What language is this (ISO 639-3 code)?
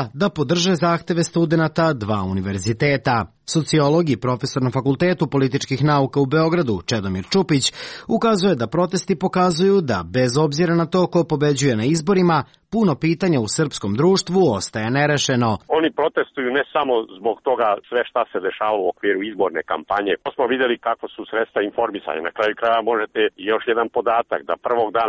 srp